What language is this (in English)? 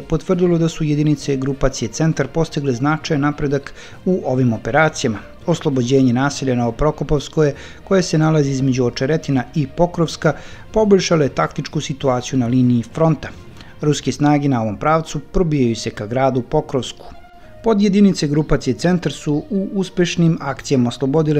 Serbian